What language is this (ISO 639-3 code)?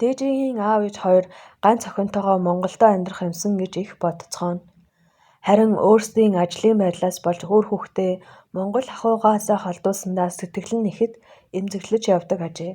mon